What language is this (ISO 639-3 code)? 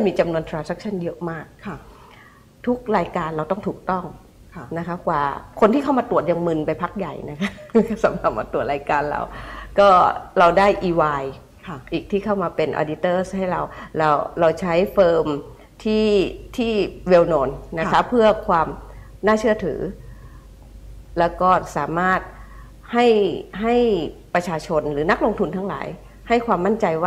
tha